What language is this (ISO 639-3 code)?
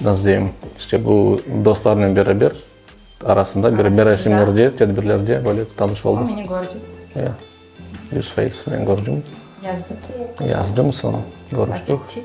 crh